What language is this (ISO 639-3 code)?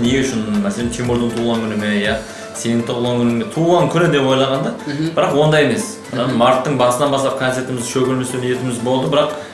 kaa